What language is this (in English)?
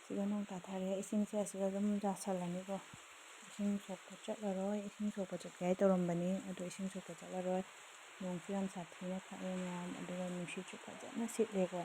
Manipuri